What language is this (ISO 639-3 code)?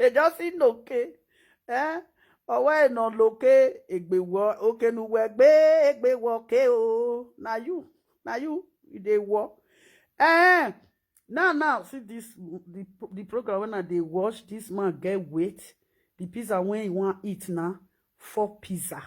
pcm